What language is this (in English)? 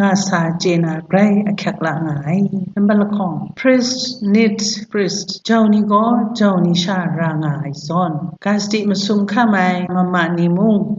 Kachin